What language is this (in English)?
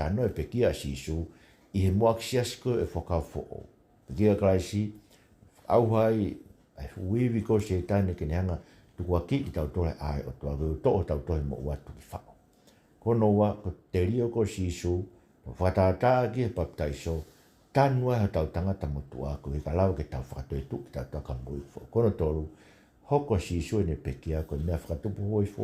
Tongan